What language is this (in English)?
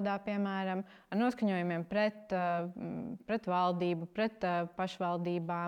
Latvian